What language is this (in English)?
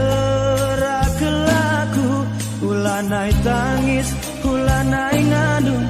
Batak Karo